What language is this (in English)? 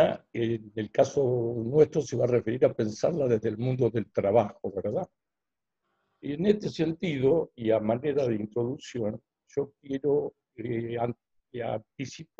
Spanish